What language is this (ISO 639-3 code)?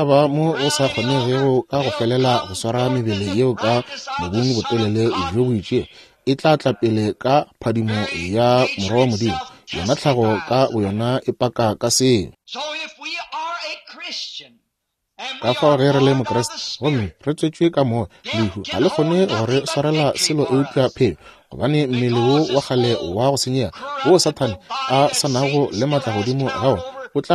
nso